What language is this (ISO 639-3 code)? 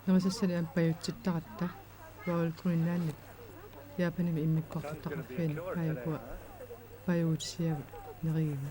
kal